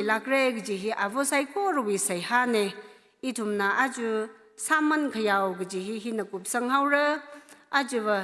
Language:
Tangkhul Naga (India)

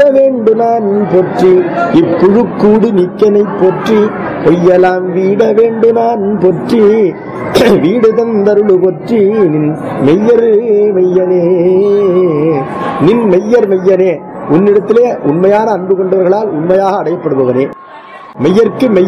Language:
Tamil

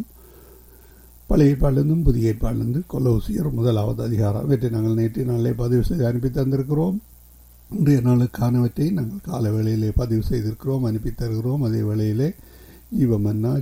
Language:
Tamil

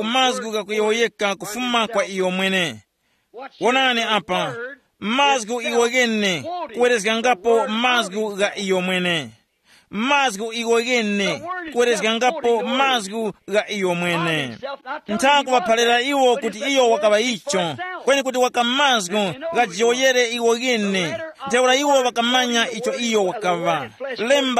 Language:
Tumbuka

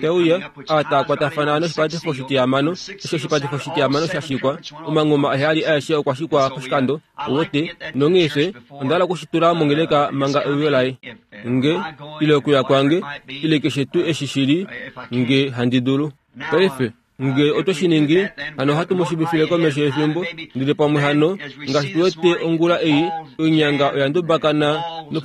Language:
Kuanyama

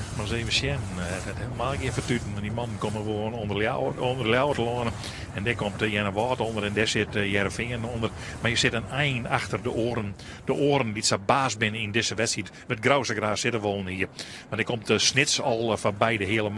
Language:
Western Frisian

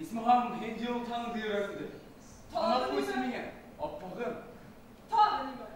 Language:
Bashkir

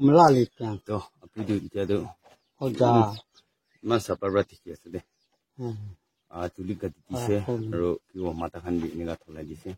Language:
Naga Pidgin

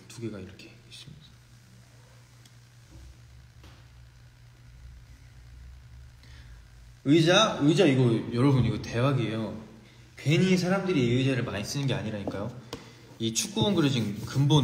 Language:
Korean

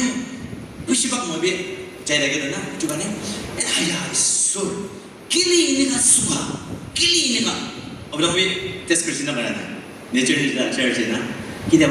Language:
Naga Pidgin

